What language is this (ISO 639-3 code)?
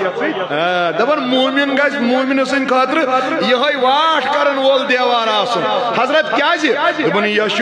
kas